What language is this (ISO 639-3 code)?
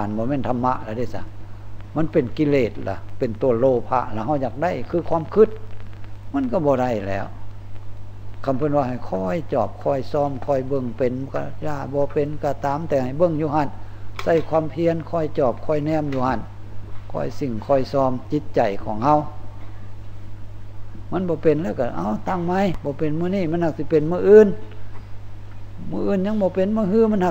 lao